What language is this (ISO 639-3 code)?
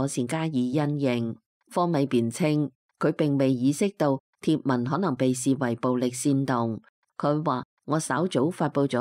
yue